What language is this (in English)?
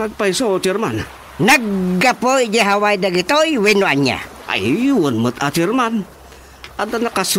Iloko